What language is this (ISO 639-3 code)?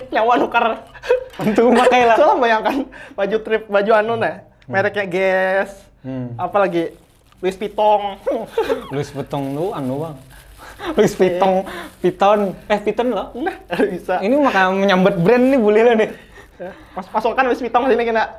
bjn